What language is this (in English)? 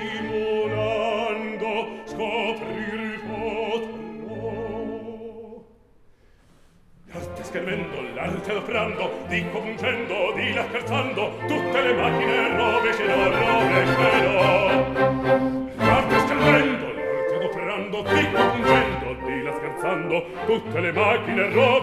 Italian